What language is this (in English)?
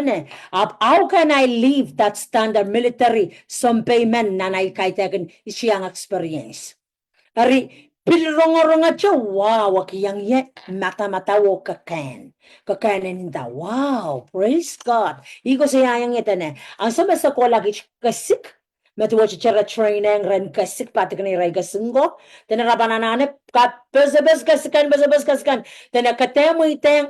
Pohnpeian